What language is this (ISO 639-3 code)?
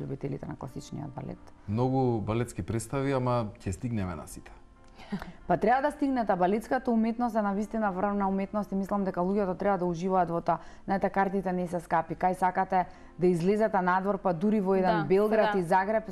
mkd